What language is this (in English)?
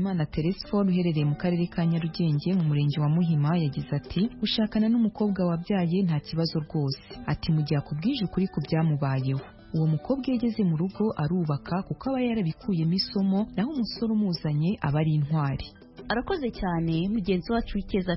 Kinyarwanda